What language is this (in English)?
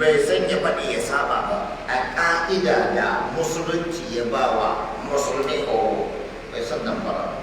Hausa